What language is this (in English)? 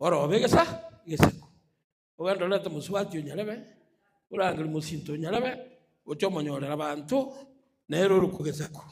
Gusii